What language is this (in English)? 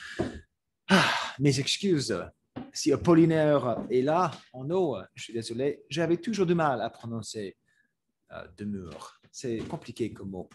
French